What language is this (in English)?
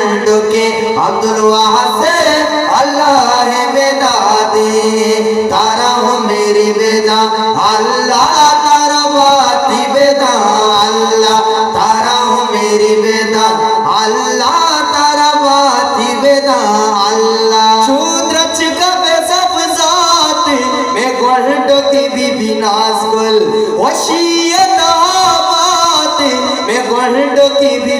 Eastern Balochi